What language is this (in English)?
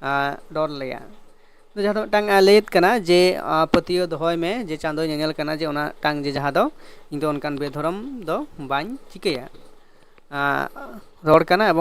Santali